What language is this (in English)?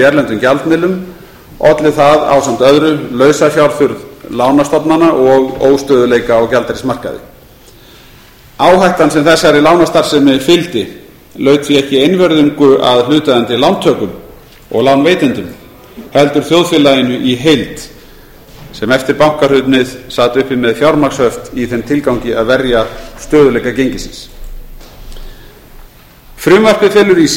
Icelandic